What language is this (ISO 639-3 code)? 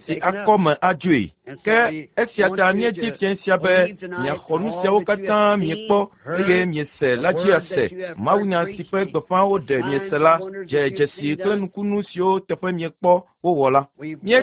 ewe